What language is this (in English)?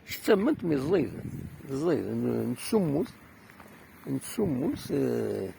Kabyle